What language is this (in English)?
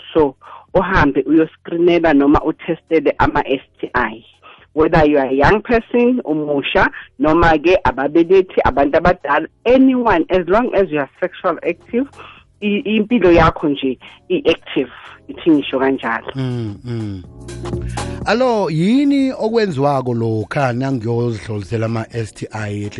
South Ndebele